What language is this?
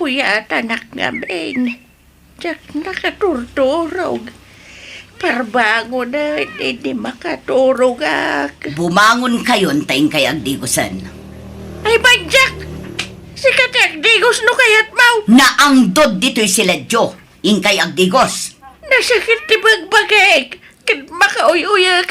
Iloko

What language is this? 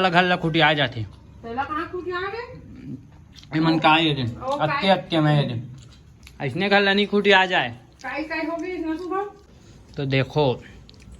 Chhattisgarhi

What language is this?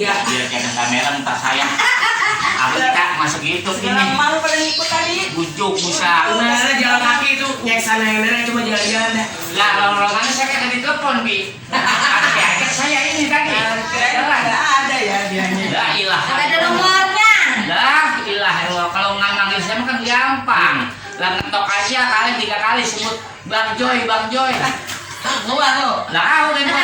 Betawi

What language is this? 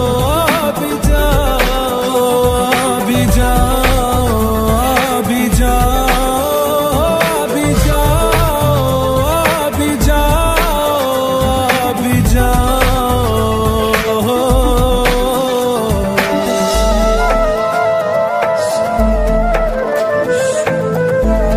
Hindi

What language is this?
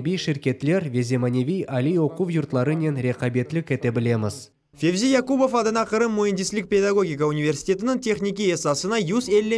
Crimean Tatar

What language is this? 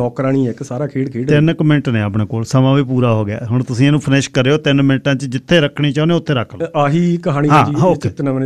Punjabi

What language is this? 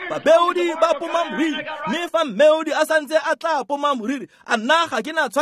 Tswana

